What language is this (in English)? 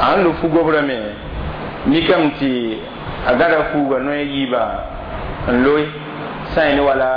Mossi